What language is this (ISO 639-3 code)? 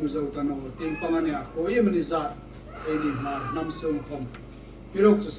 hmr